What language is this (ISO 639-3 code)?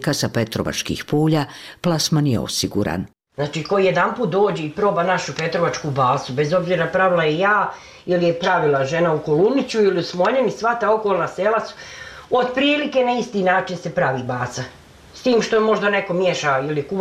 bos